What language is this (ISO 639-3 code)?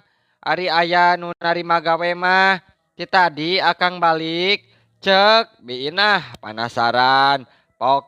sun